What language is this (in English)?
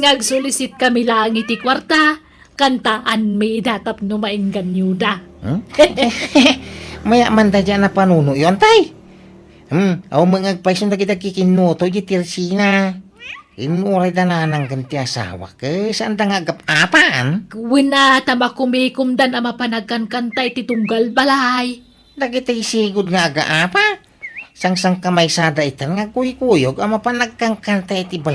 Iloko